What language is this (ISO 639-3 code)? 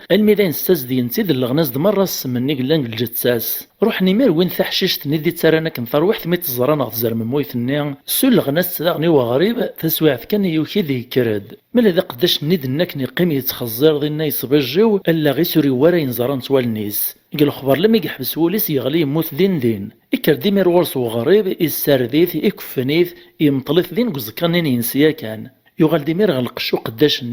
kab